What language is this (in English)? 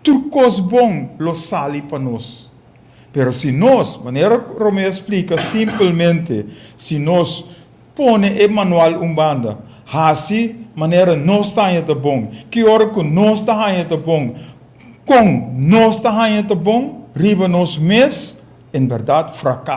Papiamento